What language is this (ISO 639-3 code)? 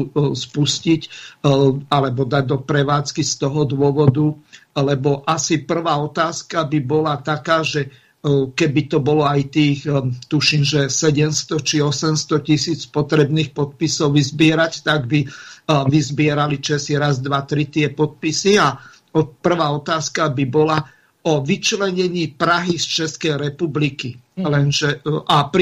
slk